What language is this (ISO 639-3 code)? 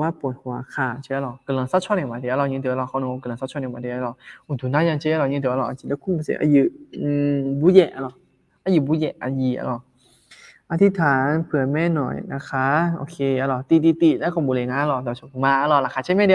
ahk